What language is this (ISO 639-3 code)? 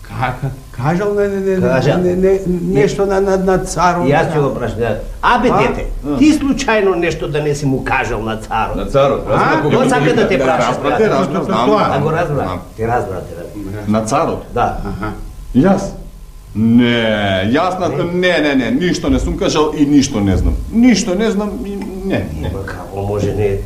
mkd